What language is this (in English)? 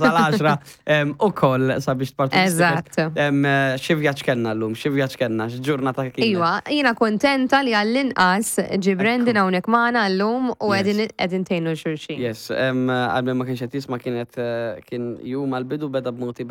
Maltese